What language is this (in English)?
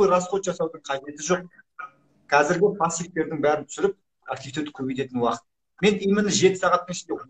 Kazakh